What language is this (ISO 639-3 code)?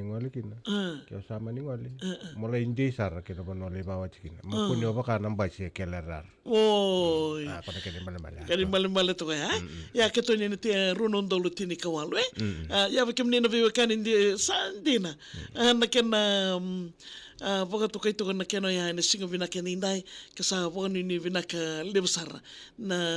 fij